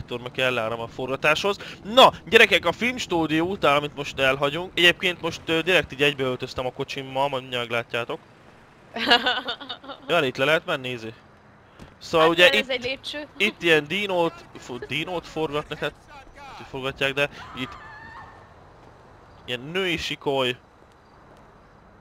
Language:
Hungarian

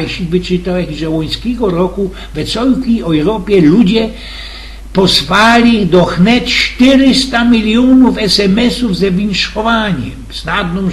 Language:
Silesian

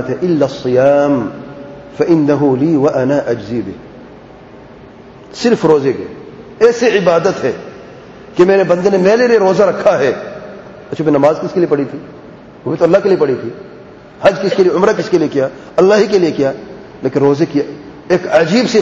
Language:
Urdu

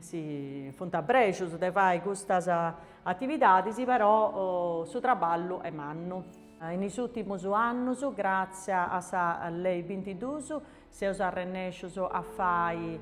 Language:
Sardinian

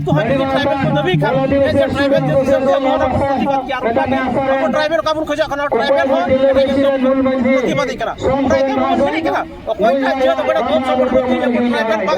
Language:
Santali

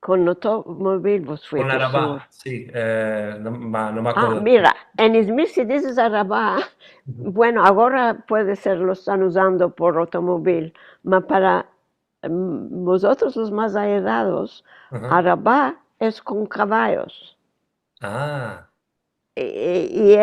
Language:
Ladino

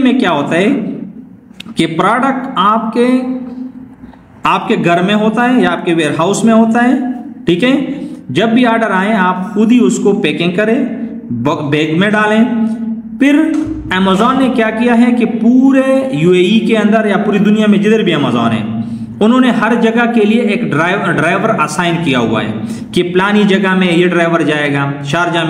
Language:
Hindi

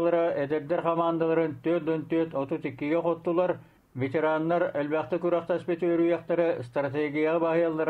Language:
Yakut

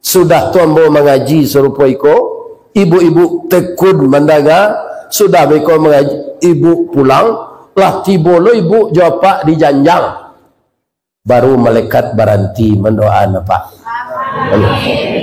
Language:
Minangkabau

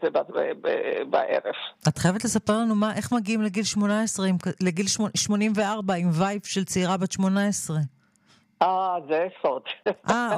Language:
Hebrew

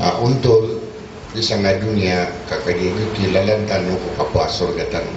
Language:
Maranao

